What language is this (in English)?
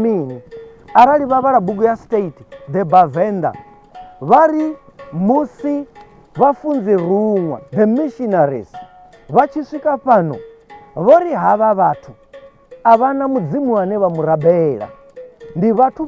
Venda